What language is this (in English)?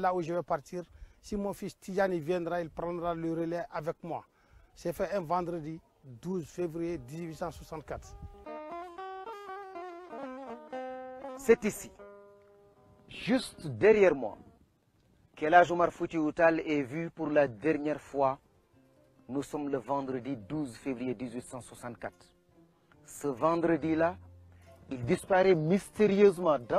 French